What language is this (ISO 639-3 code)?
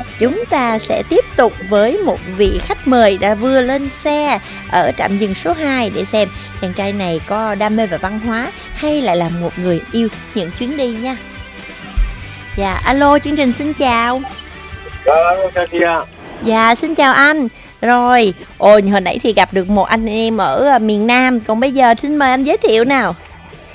vie